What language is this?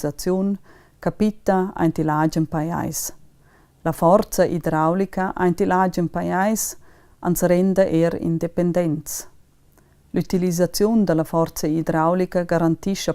Romansh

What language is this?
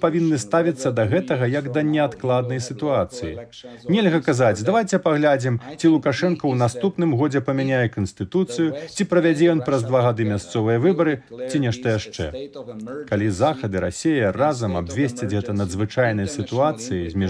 Belarusian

